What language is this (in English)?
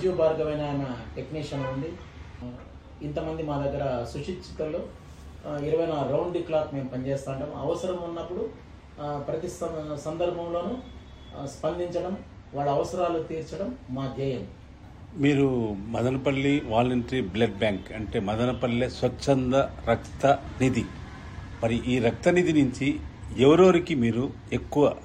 Telugu